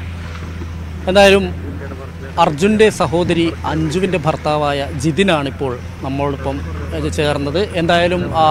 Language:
Malayalam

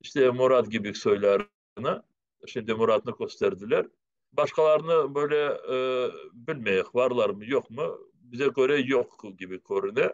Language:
Crimean Tatar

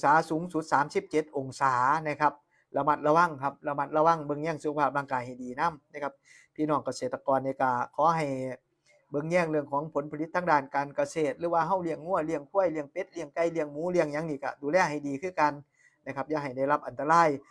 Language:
Northeastern Thai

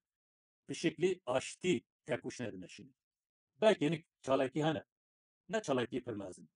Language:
Kurdish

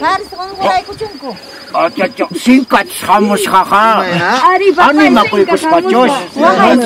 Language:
Ayacucho Quechua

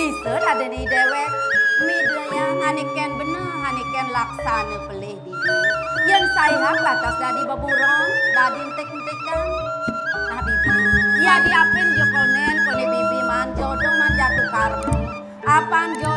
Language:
Balinese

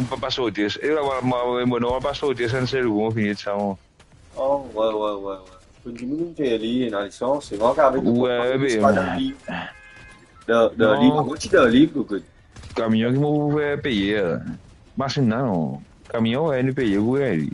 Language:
Morisyen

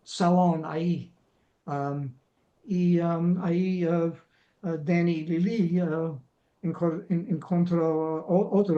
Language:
Ladino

